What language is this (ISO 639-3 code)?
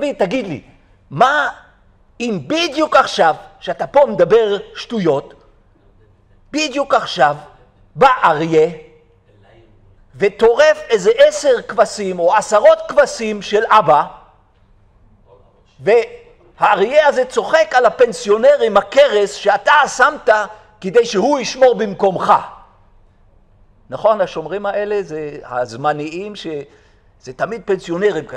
heb